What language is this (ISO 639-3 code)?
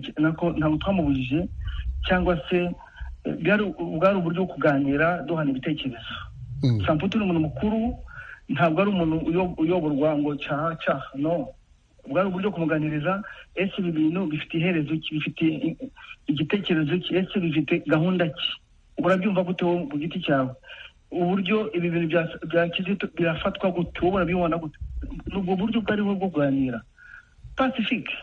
kin